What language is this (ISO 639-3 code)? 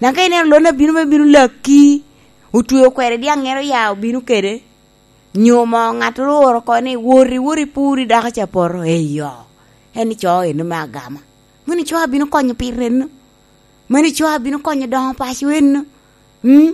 laj